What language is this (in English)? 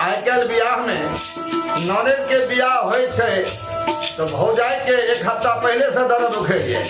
Maithili